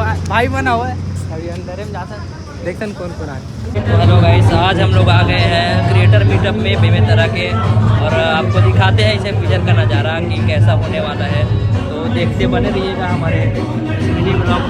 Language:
Chhattisgarhi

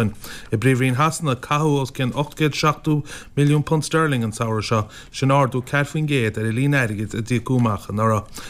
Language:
Irish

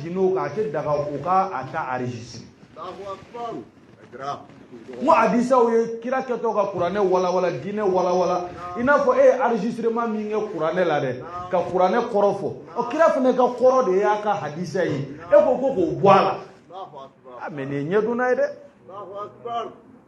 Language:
Bambara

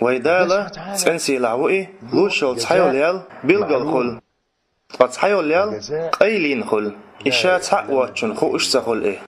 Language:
Chechen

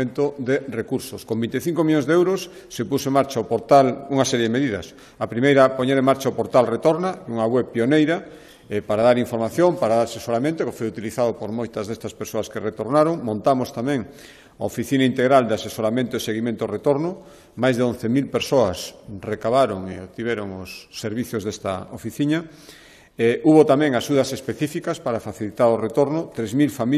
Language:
Galician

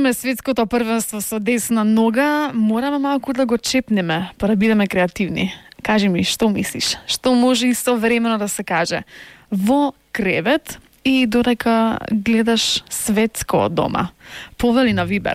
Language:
Macedonian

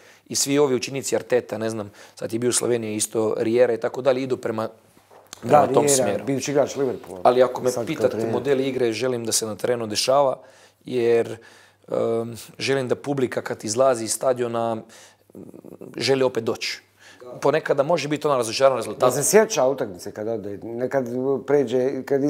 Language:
Bosnian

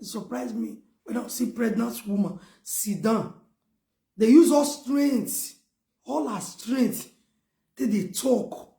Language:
Nigerian Pidgin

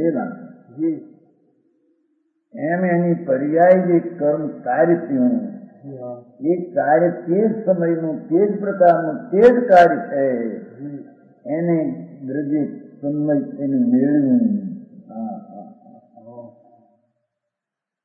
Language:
Gujarati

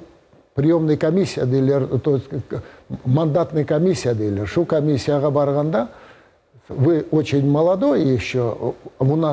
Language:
Crimean Tatar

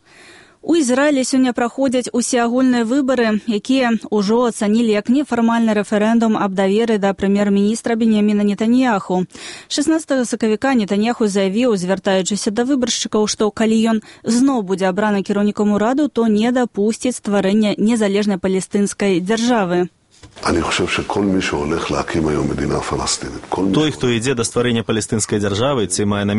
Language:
Belarusian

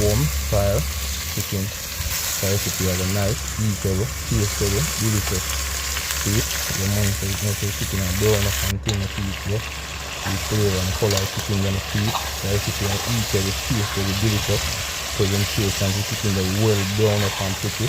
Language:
Jamaican Creole English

